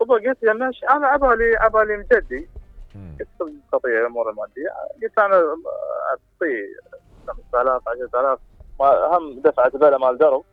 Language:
Mesopotamian Arabic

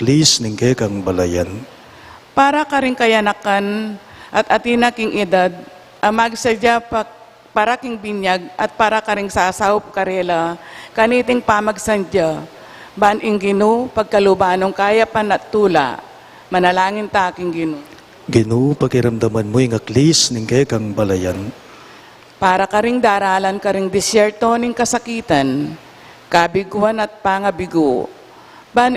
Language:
Pampanga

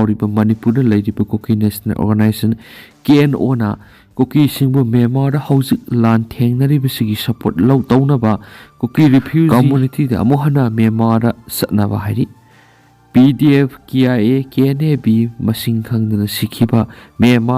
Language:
Manipuri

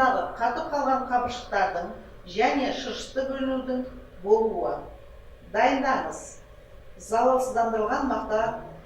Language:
Kazakh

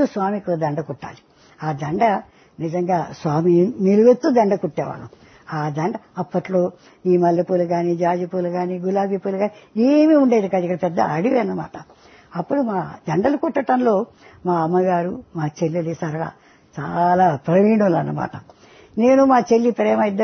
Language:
Telugu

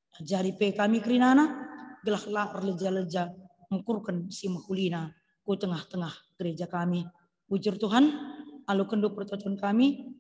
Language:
Batak Karo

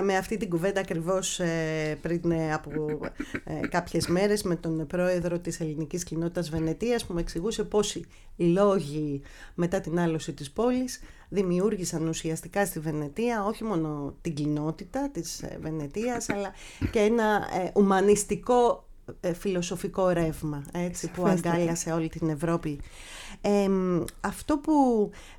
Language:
Greek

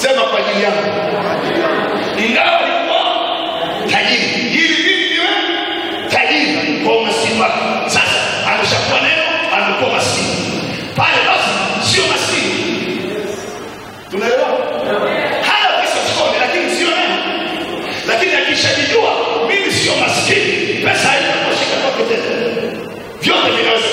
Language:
Swahili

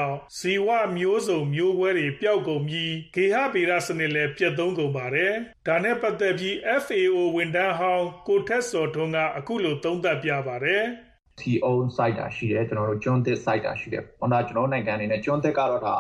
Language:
Burmese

